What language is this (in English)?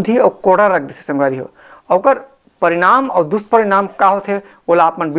Chhattisgarhi